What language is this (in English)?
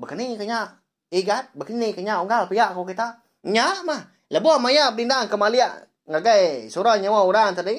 Iban